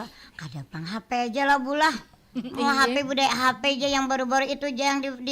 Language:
Banjar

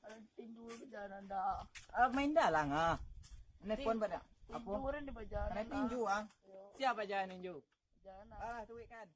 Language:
Minangkabau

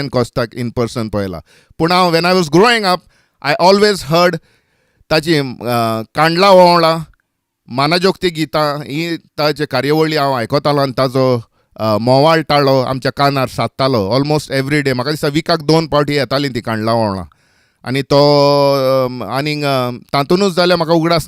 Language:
Konkani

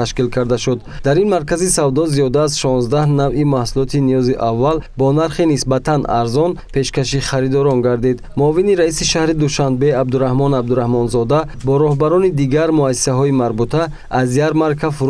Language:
Tajik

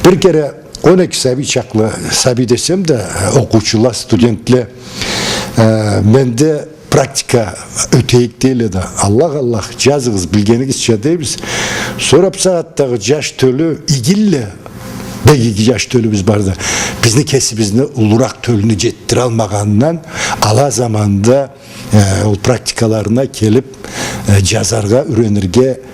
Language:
Karachay-Balkar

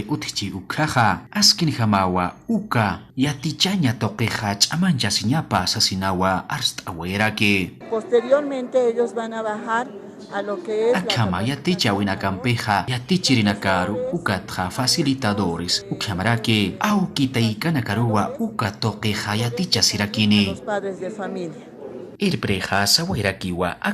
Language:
Aymara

